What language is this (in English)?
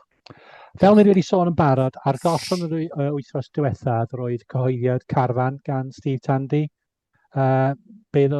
Welsh